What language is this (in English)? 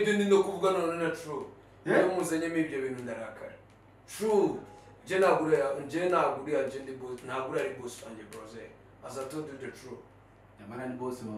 Kinyarwanda